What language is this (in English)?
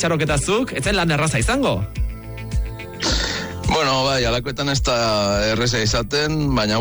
Basque